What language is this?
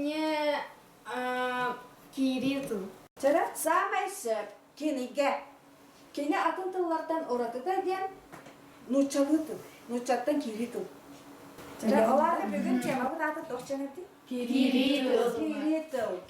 Yakut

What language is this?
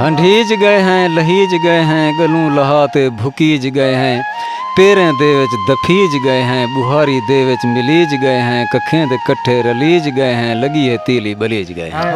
Saraiki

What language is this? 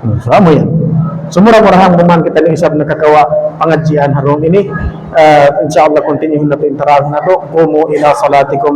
Tausug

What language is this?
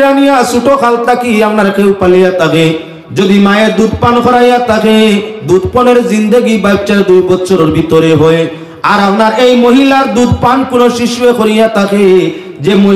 Sylheti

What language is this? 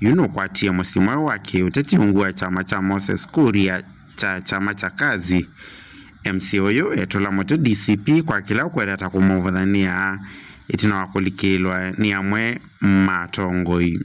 Kamba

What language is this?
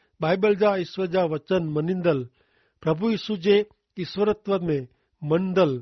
Kachhi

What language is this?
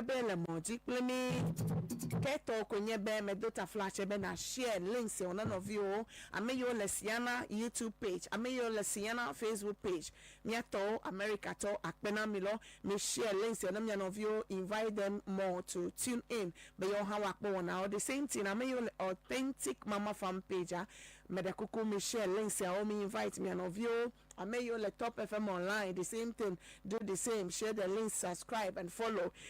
Ewe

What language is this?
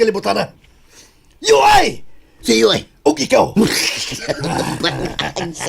Cebuano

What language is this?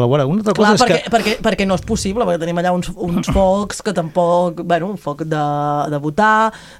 Catalan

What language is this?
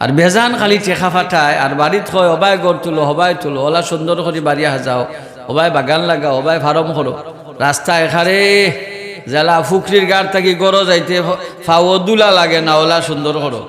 Sylheti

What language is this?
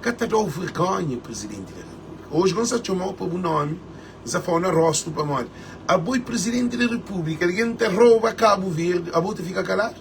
Kabuverdianu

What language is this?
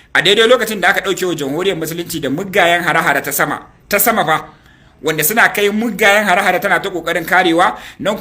Hausa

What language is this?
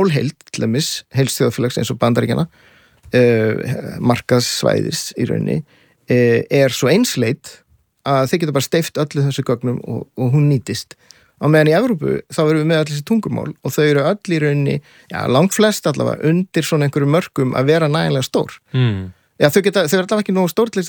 Icelandic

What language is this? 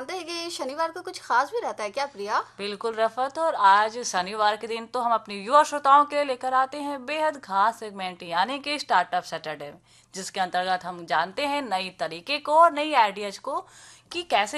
Hindi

